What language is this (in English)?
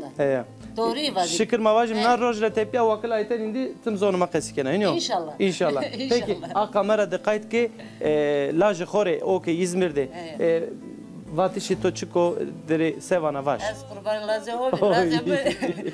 Zaza